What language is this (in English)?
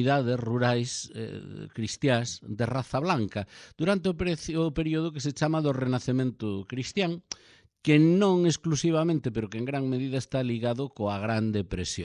Galician